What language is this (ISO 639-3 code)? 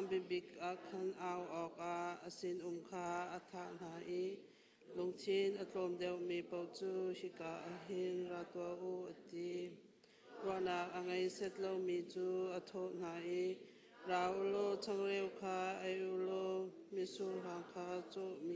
cnh